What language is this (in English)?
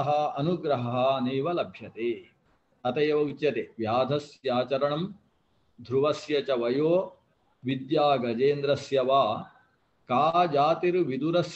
Sanskrit